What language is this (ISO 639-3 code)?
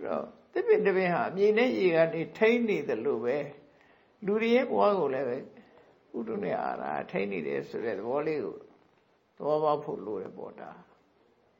mya